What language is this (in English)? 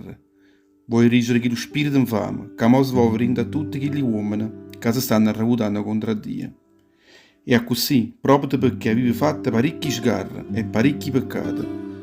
Neapolitan